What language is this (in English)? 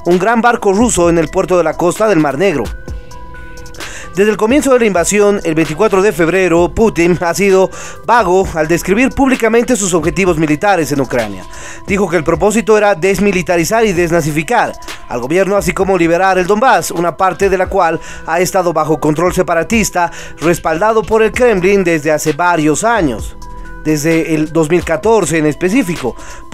Spanish